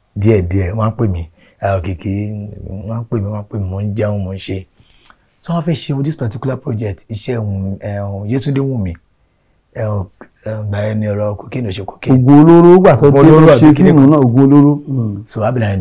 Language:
Yoruba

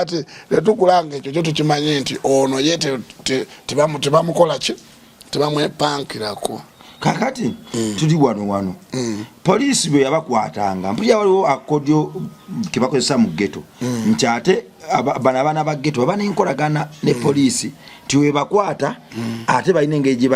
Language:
Ganda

